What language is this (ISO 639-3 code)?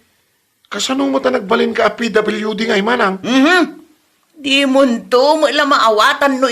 ilo